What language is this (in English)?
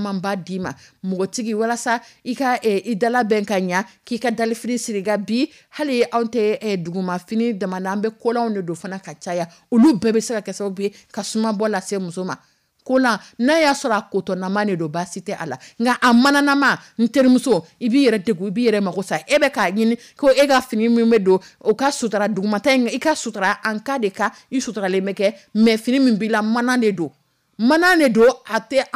Dyula